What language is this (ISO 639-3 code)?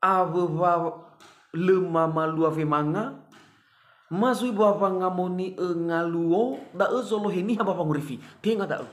nia